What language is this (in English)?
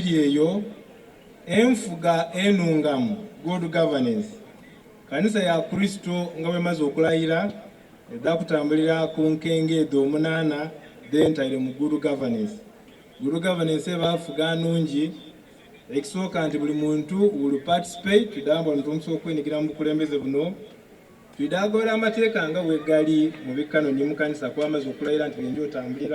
Soga